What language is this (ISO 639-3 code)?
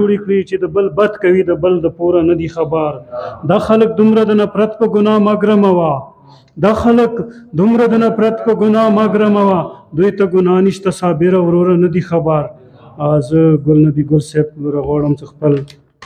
pus